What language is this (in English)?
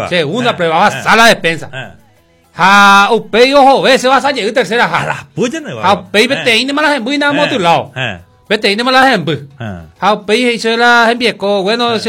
Guarani